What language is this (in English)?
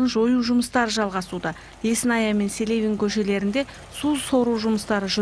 Kazakh